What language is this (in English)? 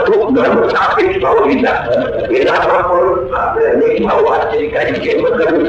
Gujarati